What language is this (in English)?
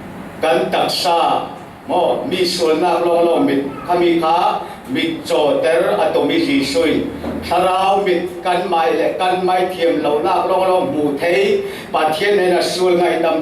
Falam Chin